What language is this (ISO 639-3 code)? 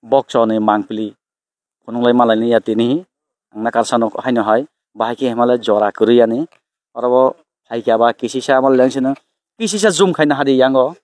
trp